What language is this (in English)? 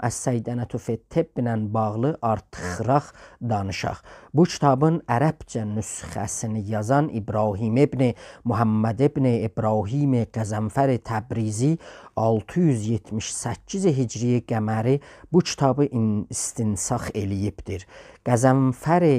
South Azerbaijani